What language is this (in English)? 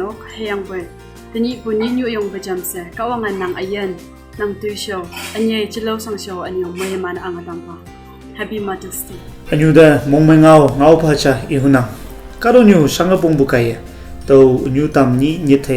Konyak Naga